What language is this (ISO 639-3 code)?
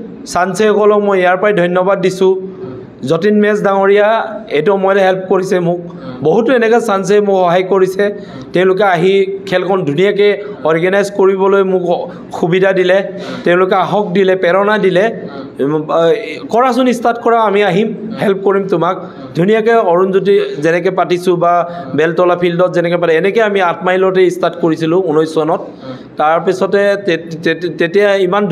asm